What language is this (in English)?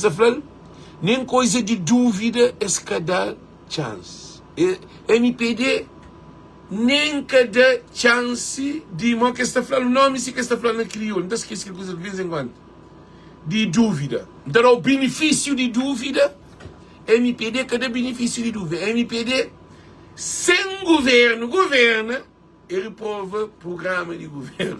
Kabuverdianu